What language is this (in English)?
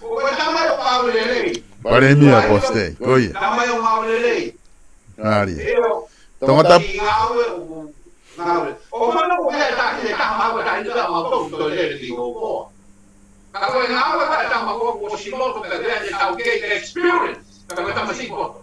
Tongan